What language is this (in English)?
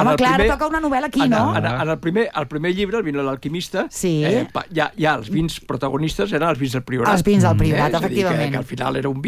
Catalan